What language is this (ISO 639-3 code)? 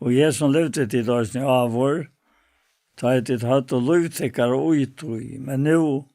fao